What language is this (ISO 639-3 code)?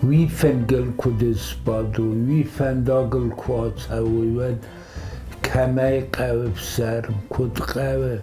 oss